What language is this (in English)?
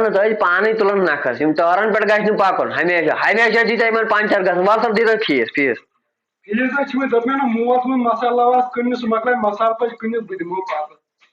Kashmiri